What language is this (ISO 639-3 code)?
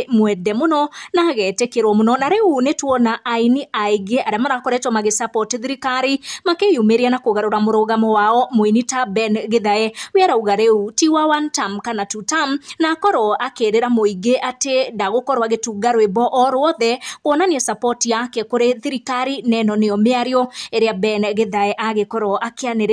kik